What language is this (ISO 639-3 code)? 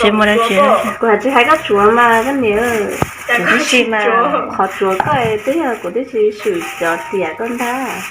hmn